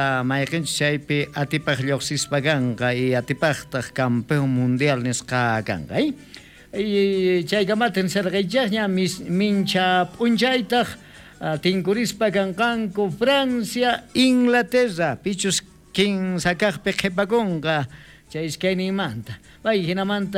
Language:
South Bolivian Quechua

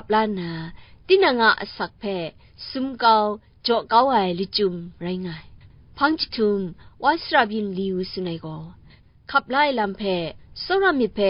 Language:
Kachin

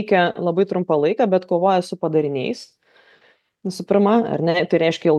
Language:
Lithuanian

